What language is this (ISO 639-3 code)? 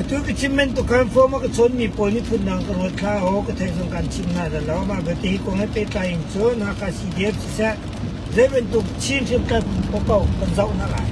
cnh